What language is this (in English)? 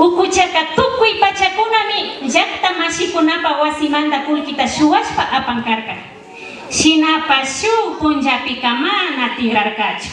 Imbabura Highland Quichua